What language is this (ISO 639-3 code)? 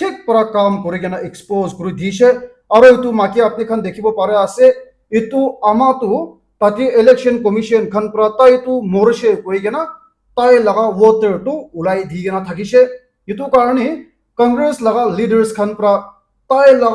nag